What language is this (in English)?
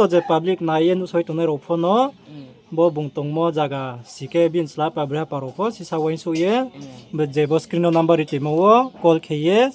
Riang (India)